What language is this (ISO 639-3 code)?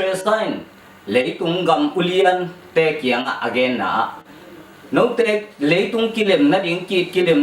ctd